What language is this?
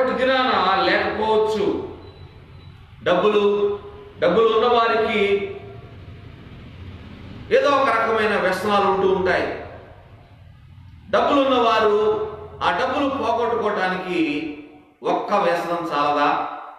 Telugu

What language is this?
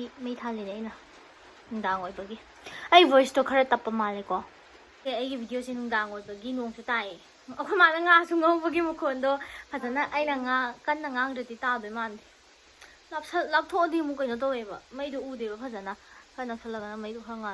Manipuri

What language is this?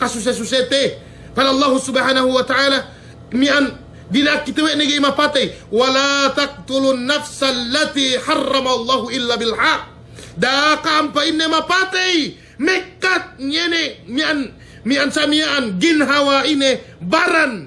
Yakan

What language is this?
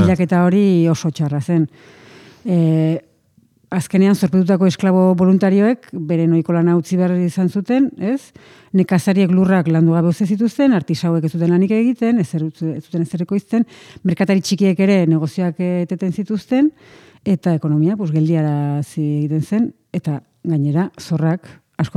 Basque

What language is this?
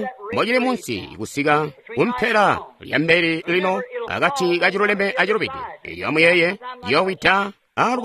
Tonga (Zambia)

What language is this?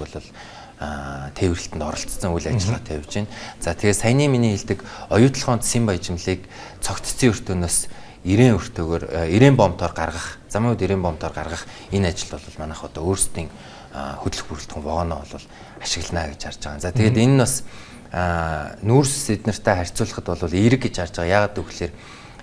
Mongolian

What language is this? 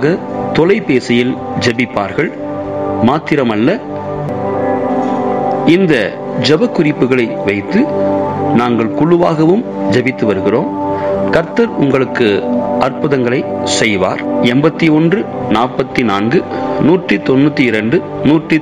Tamil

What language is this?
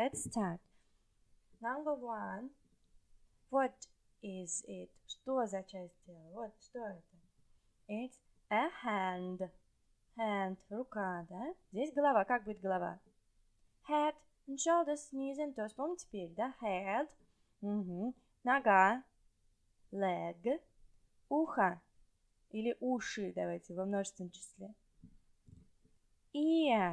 Russian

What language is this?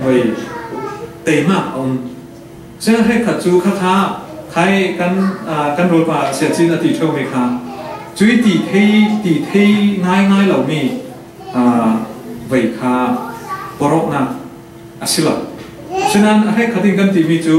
Falam Chin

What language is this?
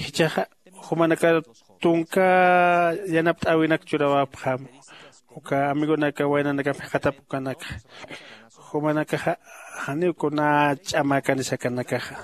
Aymara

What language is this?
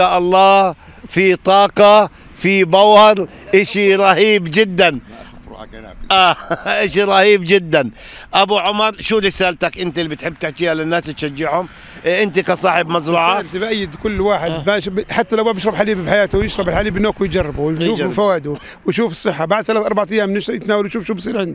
South Levantine Arabic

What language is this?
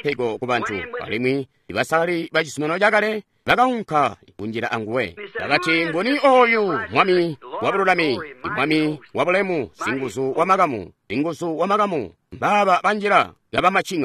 Tonga (Zambia)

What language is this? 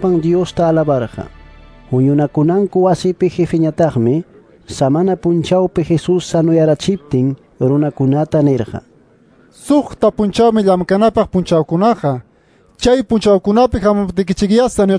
Quechua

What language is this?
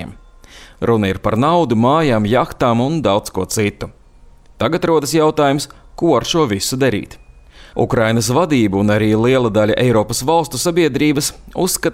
Latvian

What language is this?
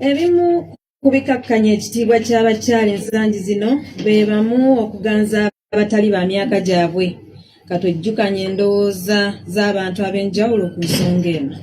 Ganda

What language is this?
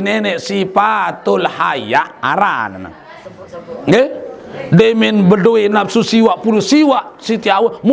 Sasak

